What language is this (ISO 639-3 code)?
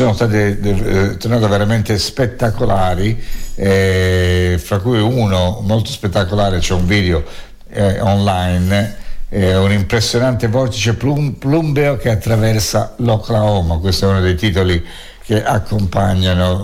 ita